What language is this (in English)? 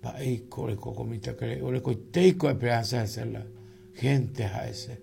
Guarani